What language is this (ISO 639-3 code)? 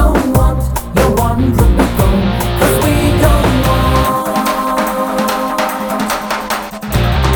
tam